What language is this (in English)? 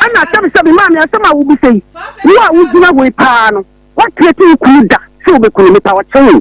Akan